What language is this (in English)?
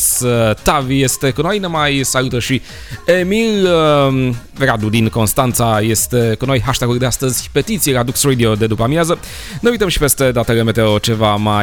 Romanian